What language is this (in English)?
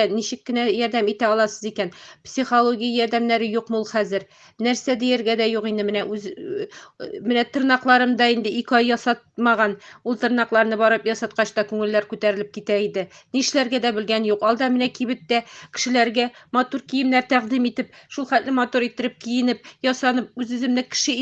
Tatar